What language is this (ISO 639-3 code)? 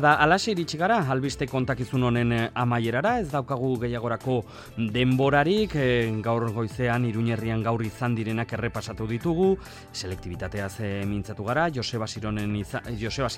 eus